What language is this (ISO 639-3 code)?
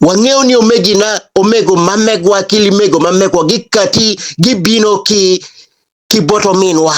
ach